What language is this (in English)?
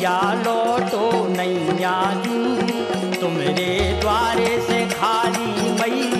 Bundeli